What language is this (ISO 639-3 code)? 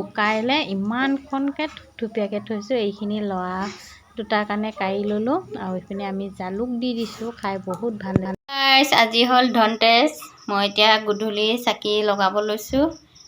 asm